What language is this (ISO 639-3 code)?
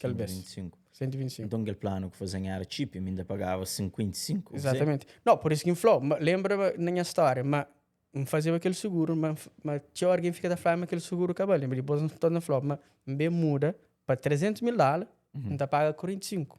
kea